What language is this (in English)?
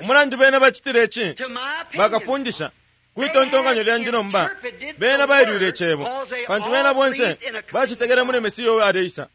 Bemba